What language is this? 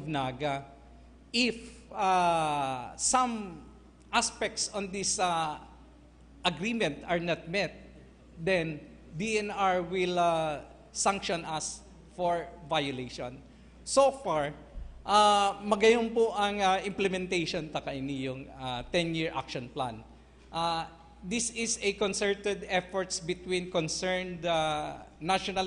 Bikol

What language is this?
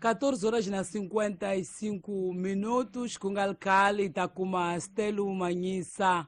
Tsonga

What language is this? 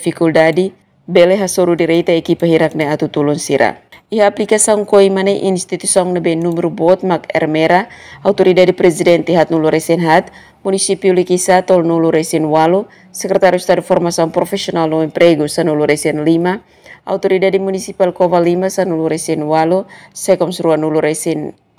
Tetum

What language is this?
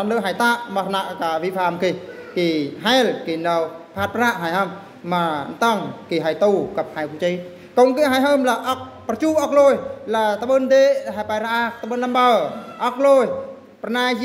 Eastern Bru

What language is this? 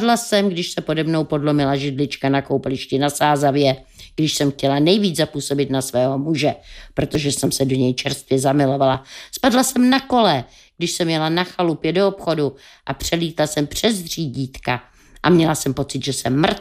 Czech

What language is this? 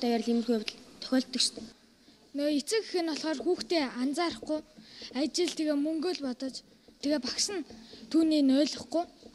Mongolian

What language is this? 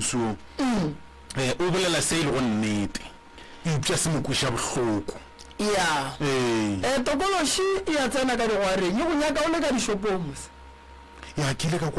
Northern Sotho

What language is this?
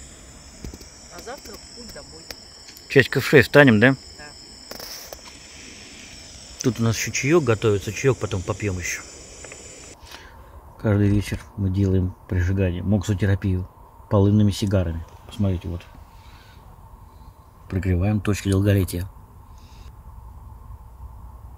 Russian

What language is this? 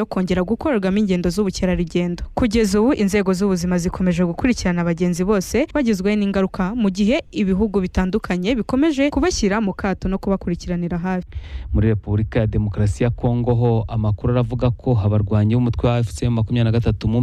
Kinyarwanda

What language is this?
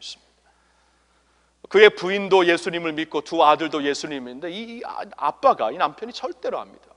Korean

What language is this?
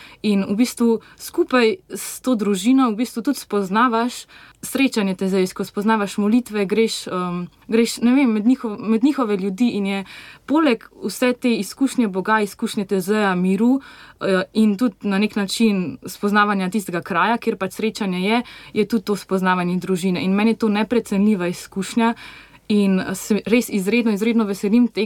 Slovenian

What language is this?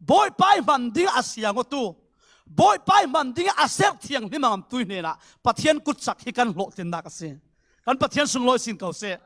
Falam Chin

